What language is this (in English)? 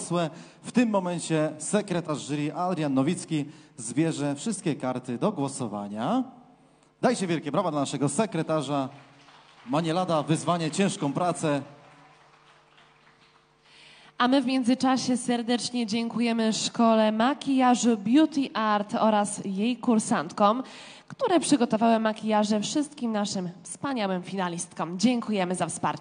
Polish